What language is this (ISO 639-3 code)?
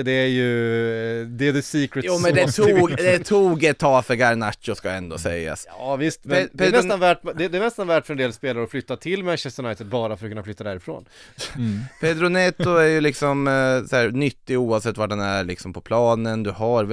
swe